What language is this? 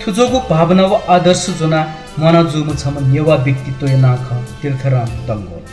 Newari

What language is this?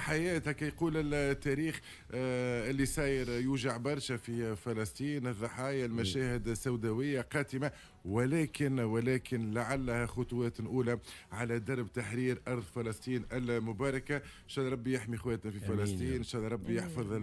Tunisian Arabic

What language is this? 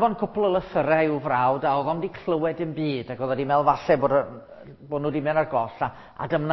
Welsh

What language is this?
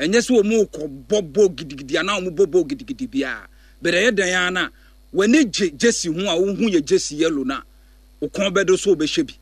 Akan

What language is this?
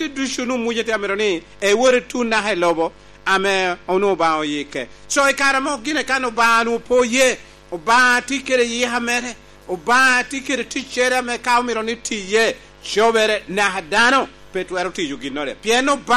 Lango (Uganda)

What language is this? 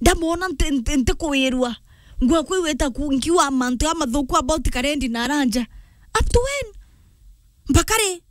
Meru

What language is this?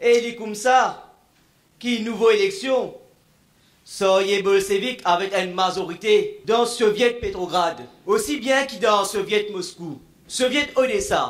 Morisyen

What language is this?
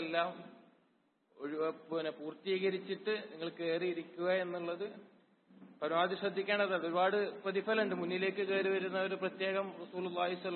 Malayalam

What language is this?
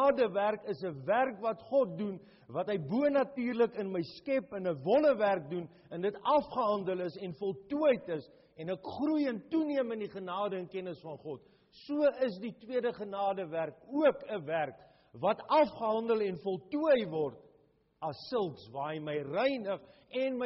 Afrikaans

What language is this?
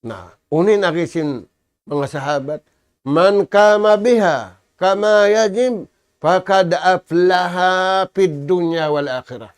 Tausug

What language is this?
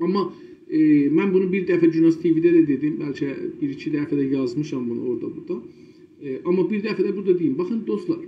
South Azerbaijani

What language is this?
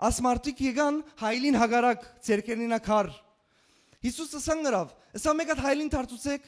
Western Armenian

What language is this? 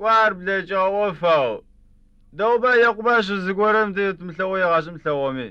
Adyghe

